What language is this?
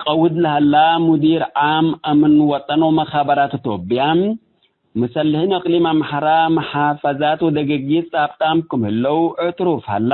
Tigre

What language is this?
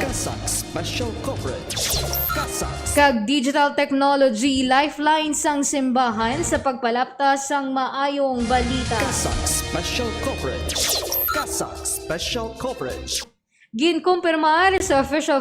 Hiligaynon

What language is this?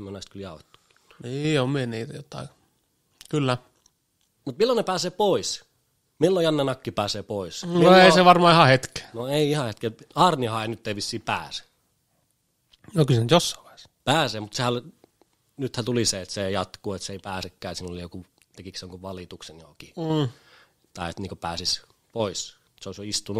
Finnish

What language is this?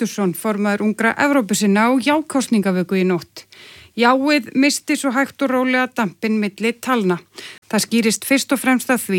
Icelandic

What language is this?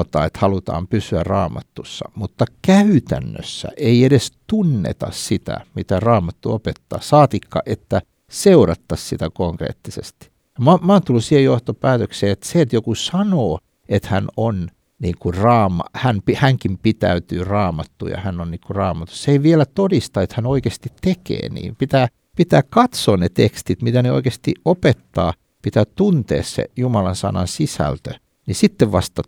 Finnish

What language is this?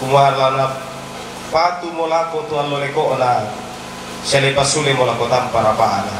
Toraja-Sa'dan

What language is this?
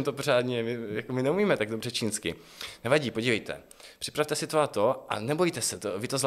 Czech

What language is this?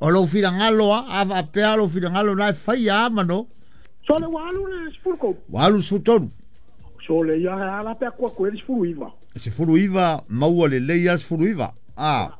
Samoan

